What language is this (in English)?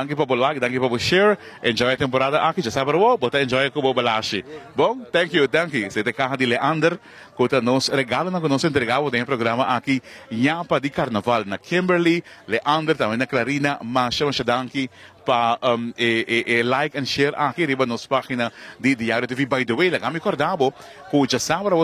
Papiamento